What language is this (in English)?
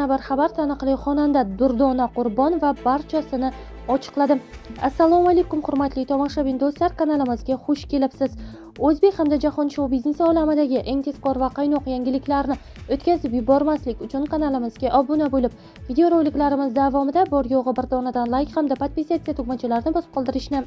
Uzbek